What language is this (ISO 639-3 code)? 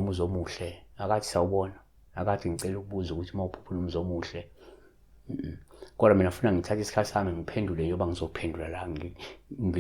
zul